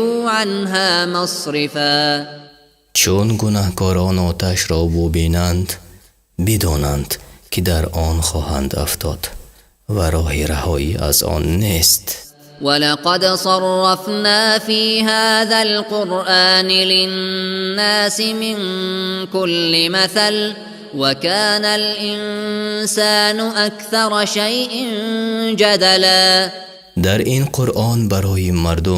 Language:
Tajik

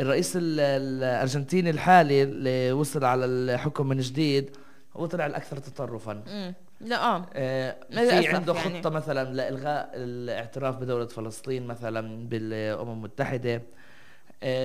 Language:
North Levantine Arabic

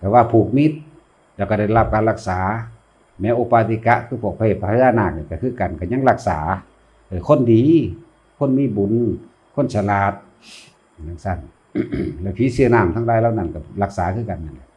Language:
Northeastern Thai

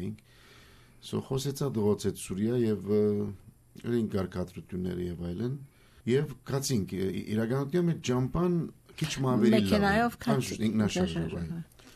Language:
Armenian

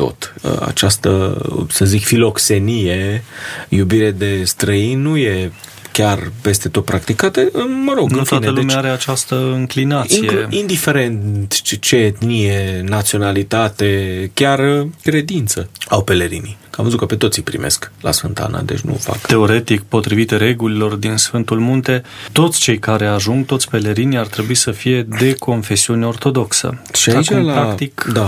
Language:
Romanian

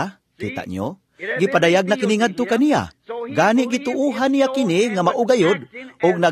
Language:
Cebuano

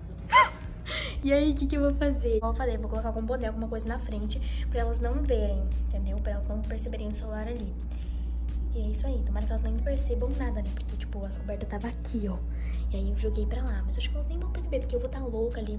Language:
Portuguese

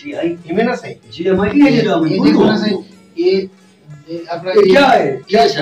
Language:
Saraiki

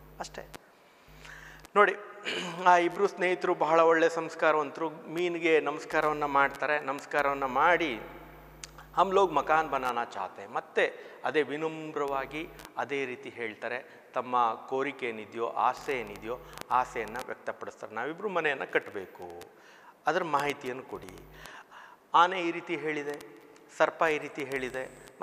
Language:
Kannada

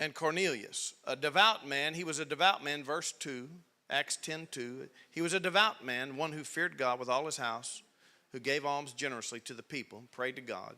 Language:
English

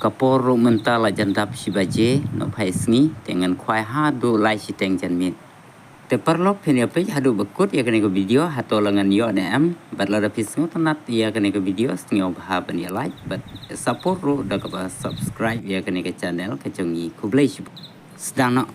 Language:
Khasi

